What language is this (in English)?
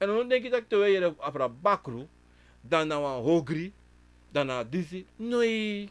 Sranan Tongo